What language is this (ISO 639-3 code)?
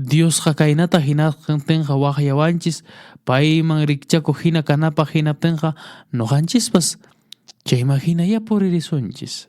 que